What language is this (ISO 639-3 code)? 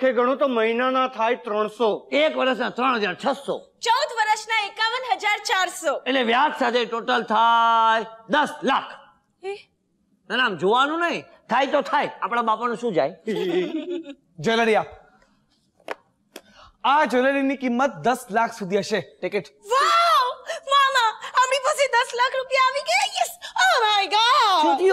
guj